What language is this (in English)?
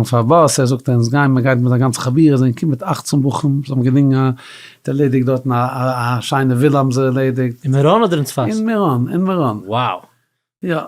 Yiddish